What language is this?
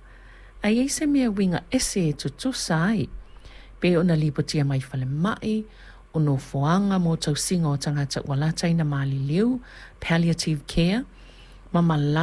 Samoan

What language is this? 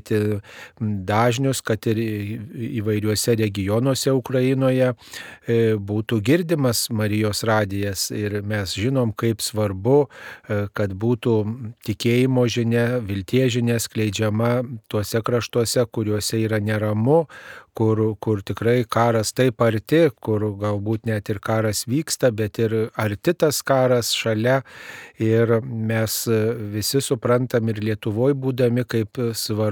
Lithuanian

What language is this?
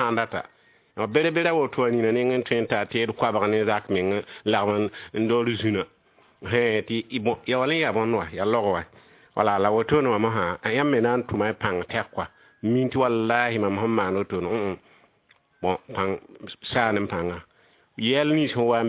Mossi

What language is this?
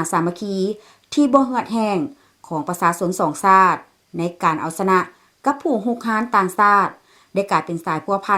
Lao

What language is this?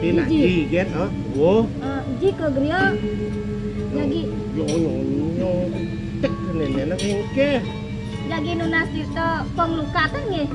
Balinese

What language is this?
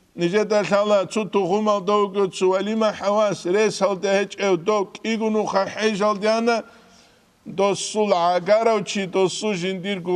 Avaric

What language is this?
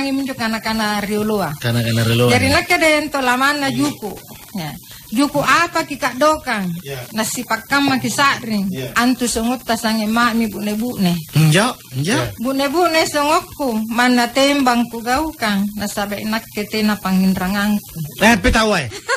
Makasar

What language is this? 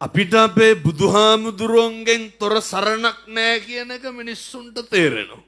Sinhala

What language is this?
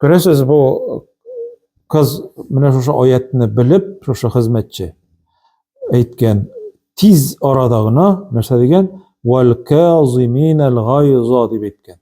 Tatar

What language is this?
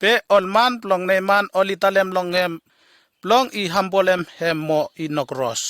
Bislama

